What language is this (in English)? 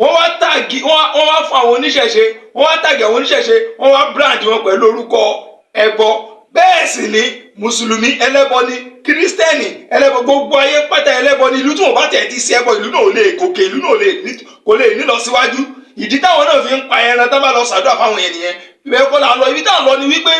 Yoruba